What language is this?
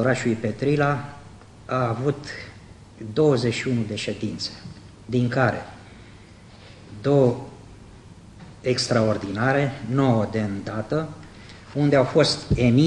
Romanian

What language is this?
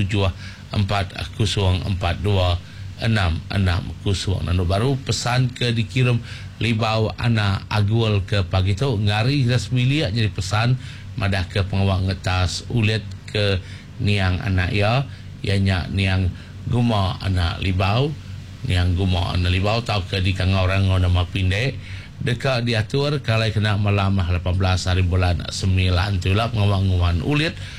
Iban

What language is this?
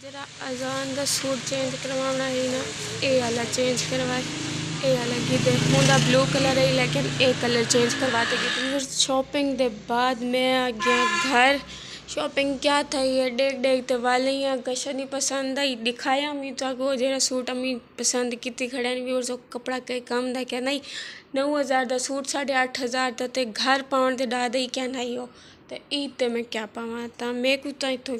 Saraiki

